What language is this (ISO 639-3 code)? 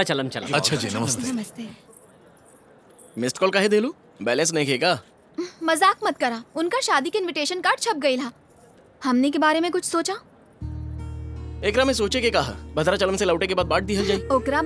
bho